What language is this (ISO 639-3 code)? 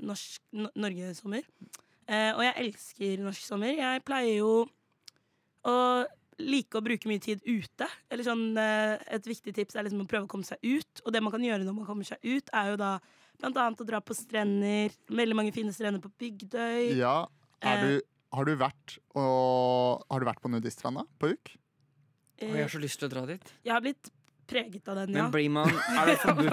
nor